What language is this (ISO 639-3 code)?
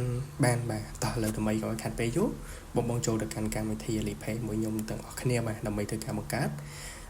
khm